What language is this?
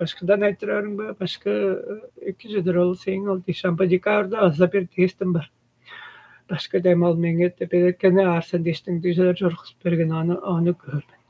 Tuvinian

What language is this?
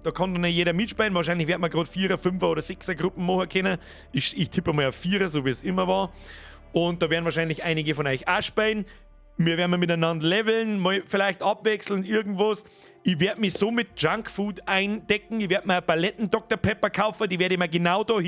Bavarian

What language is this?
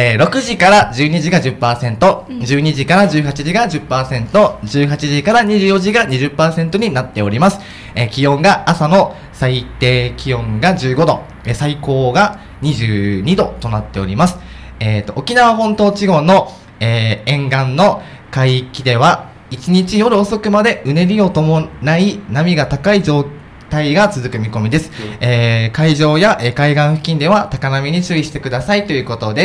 Japanese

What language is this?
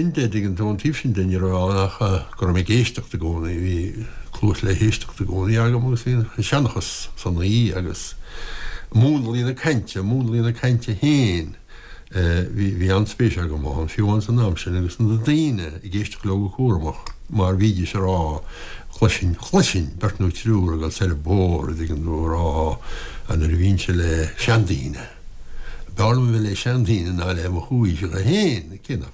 Irish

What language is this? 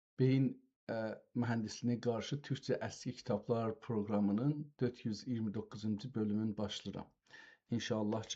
South Azerbaijani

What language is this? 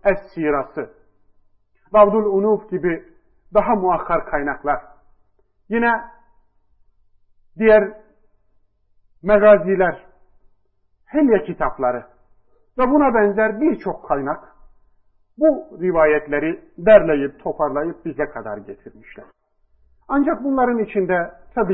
Turkish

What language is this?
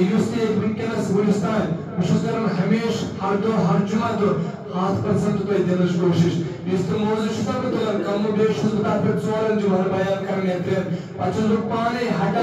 Kashmiri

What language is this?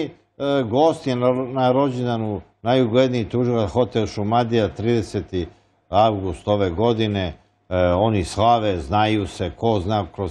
Bosnian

